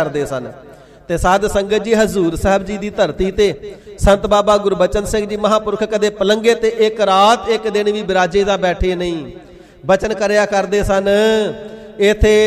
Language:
Punjabi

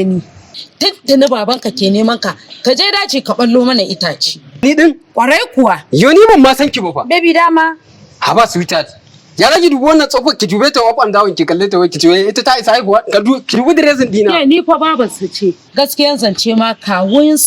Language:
Hausa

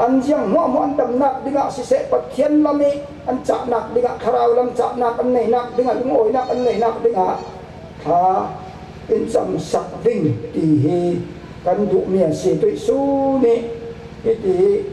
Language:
Falam Chin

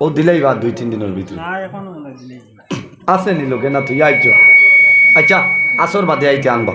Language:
Sylheti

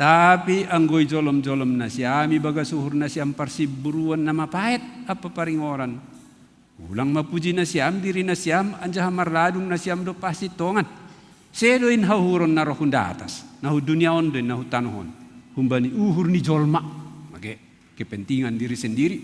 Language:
Batak Simalungun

